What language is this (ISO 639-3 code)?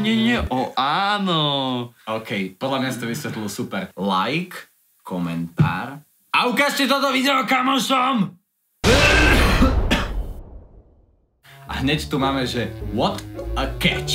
slk